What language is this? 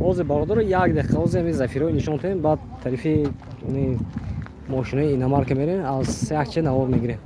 Tajik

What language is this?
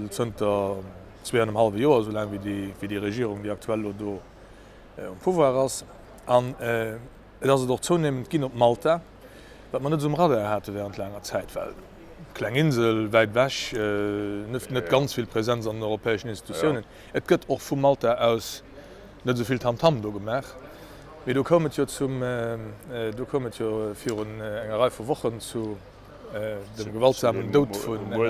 Luxembourgish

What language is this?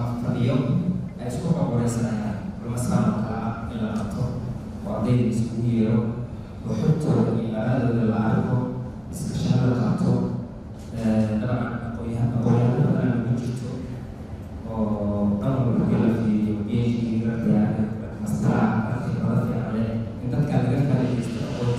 Somali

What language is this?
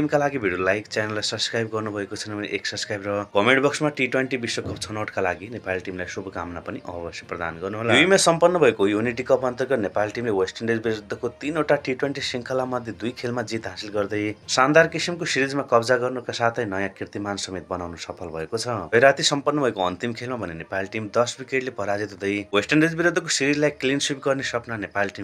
Nepali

